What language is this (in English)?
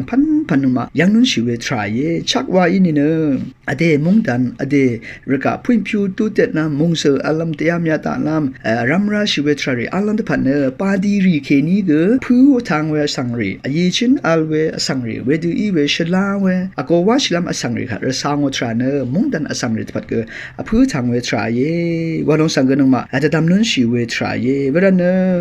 Rawang